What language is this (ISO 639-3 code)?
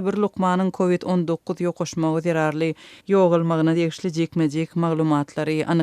tuk